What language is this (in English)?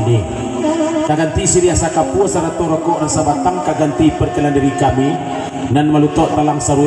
Minangkabau